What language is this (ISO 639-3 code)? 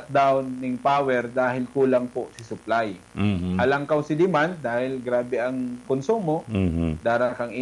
bik